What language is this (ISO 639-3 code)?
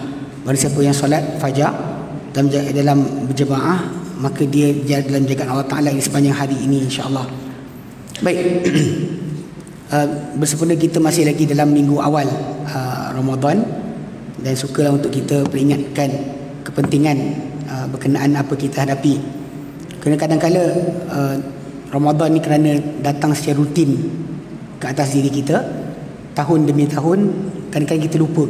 msa